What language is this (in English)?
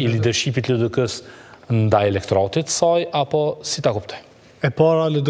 Albanian